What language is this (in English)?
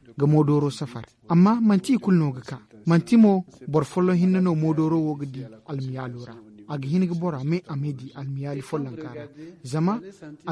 Zarma